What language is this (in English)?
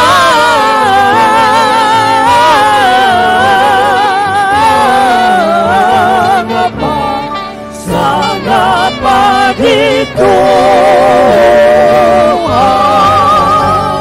Batak Toba